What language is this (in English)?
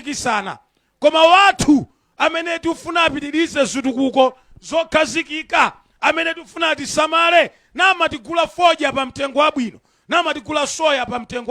Nyanja